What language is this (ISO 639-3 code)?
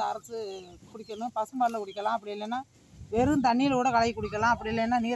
tam